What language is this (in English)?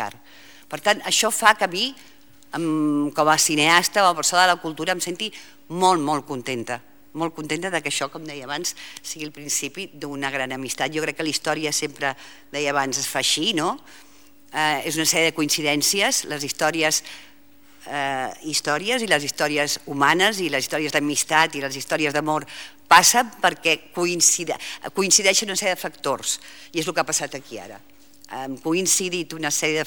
Catalan